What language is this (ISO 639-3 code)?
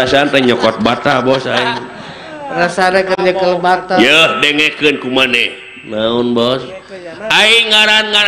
sun